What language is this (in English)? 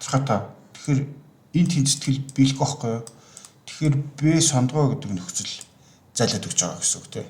Mongolian